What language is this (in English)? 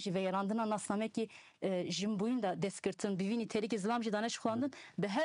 Kurdish